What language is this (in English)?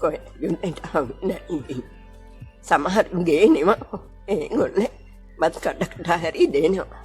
Sinhala